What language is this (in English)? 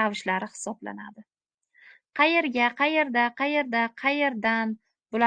Uzbek